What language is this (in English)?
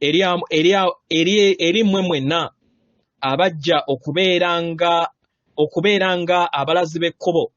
Ganda